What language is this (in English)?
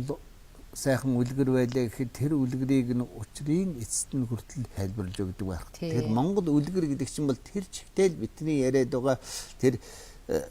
Mongolian